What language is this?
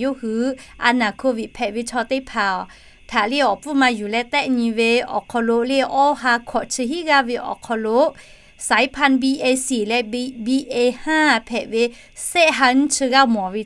Lahu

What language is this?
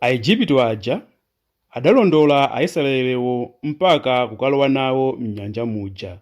Nyanja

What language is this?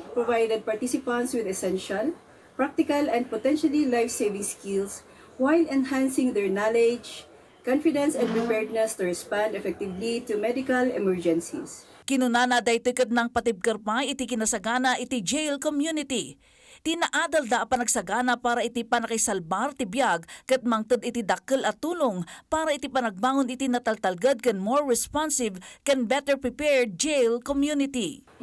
Iloko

